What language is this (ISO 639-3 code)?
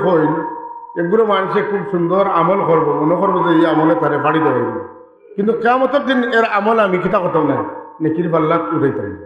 syl